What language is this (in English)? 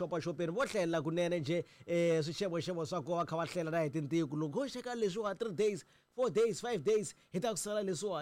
Tsonga